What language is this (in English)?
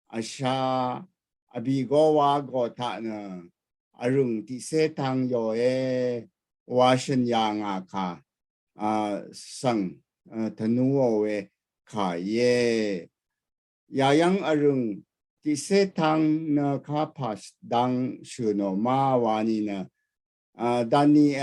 Rawang